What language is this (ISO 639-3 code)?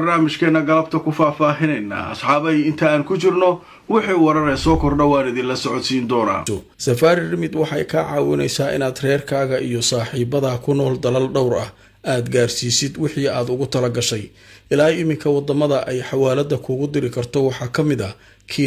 som